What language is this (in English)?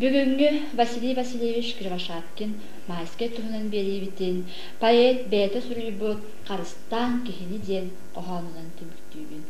Yakut